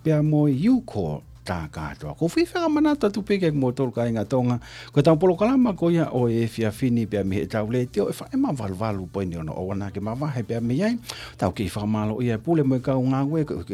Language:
Tongan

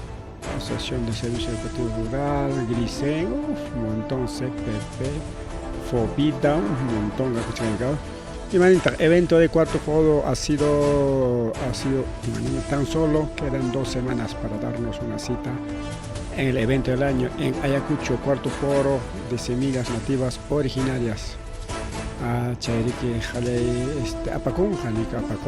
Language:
Ayacucho Quechua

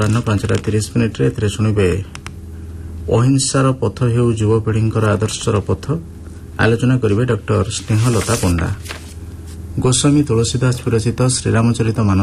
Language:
Odia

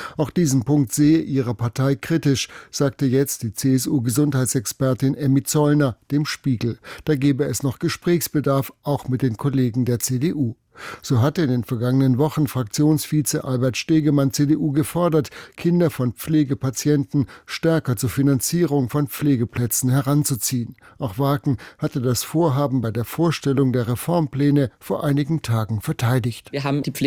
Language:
German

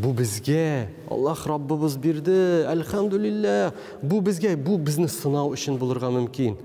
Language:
Tatar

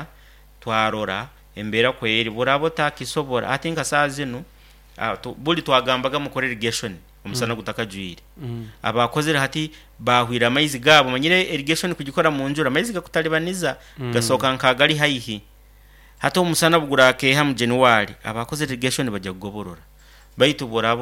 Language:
Nyankole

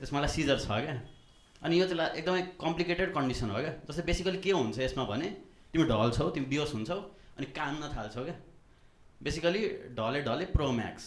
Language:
Nepali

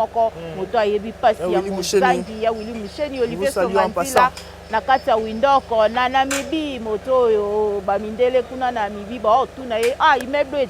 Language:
Lingala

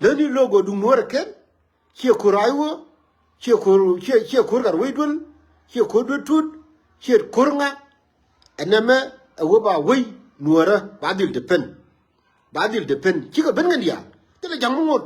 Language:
Nuer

